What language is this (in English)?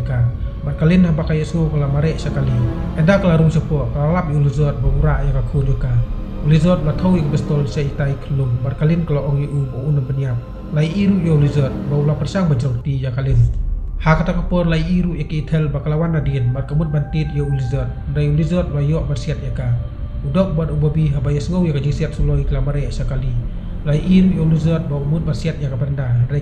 Khasi